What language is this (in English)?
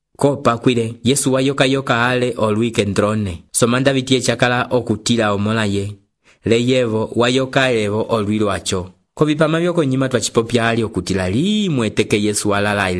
Umbundu